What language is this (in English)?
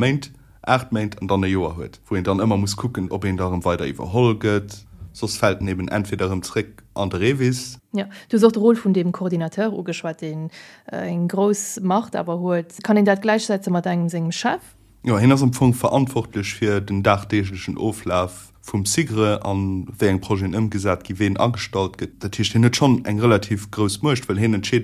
Luxembourgish